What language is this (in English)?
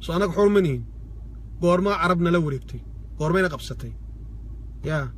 Somali